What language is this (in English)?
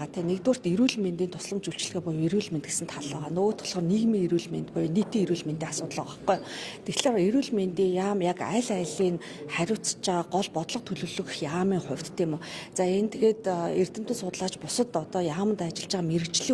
Mongolian